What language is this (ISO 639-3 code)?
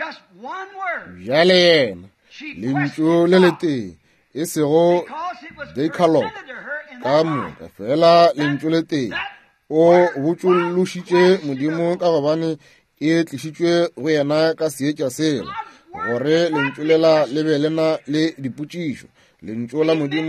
nso